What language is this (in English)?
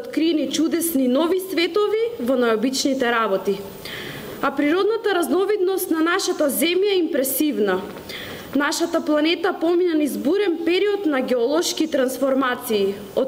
Macedonian